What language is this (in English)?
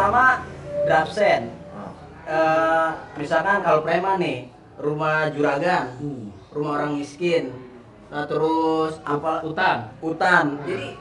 Betawi